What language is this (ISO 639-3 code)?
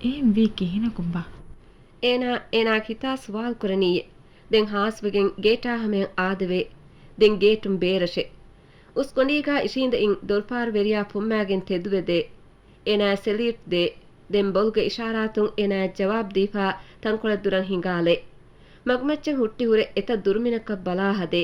div